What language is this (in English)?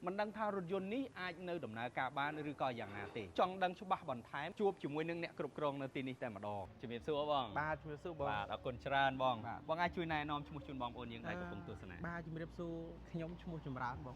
Khmer